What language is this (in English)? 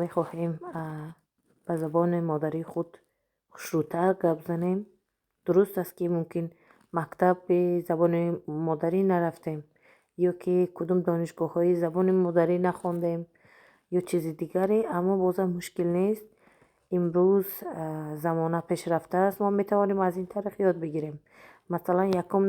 Tajik